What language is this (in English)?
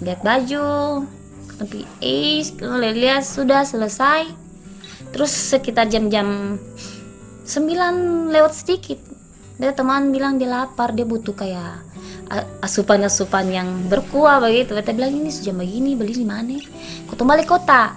Ambonese Malay